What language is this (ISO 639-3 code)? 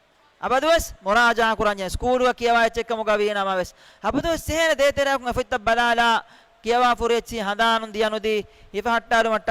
div